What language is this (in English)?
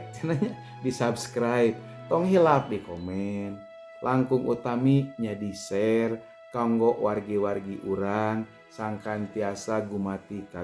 Sundanese